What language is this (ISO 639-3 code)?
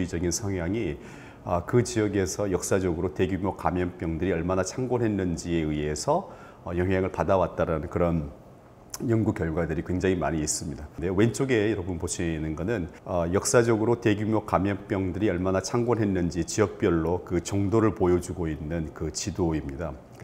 kor